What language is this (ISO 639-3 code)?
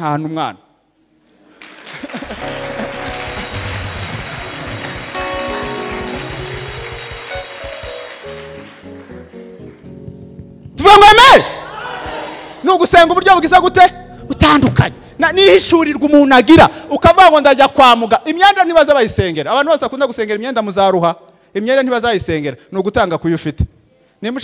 kin